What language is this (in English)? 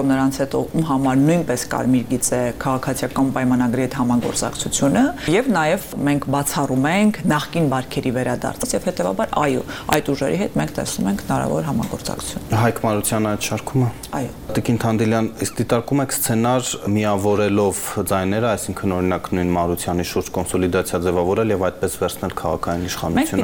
Armenian